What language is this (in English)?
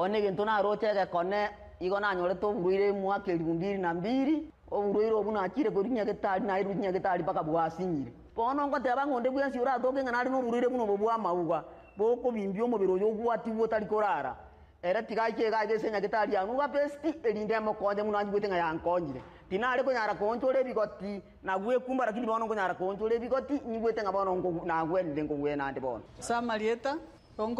Gusii